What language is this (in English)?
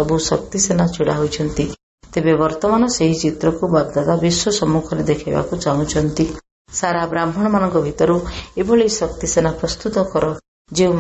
Odia